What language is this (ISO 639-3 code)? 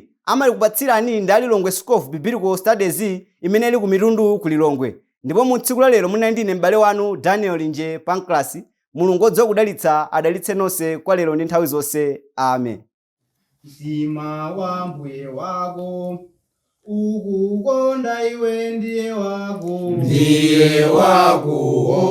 nya